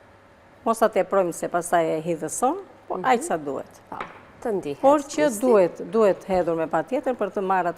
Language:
Albanian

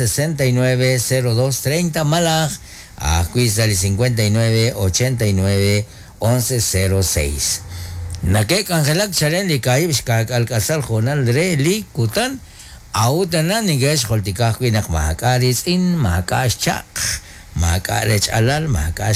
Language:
Kekchí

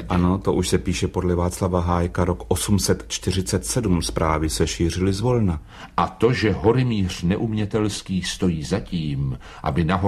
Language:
Czech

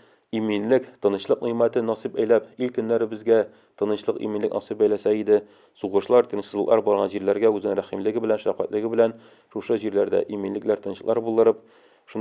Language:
Tatar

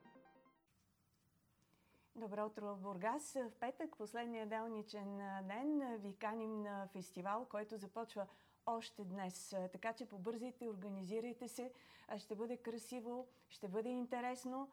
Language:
Bulgarian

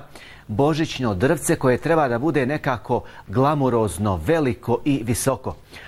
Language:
Bosnian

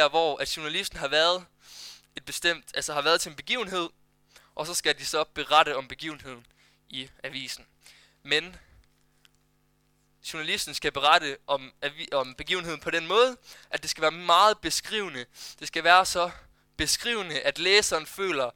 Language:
Danish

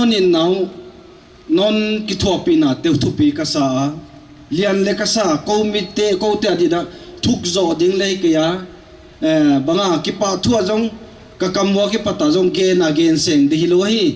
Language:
Paite Chin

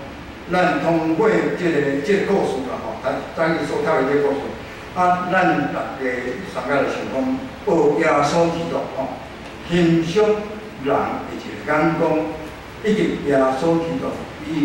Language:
Min Nan Chinese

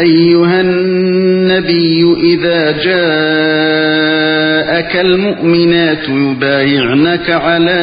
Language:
Uyghur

